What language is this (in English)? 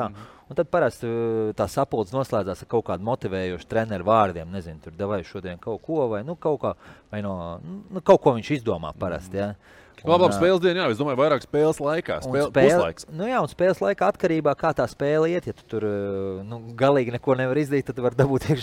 Latvian